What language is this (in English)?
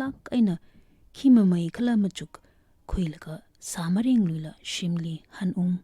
Tangkhul Naga (India)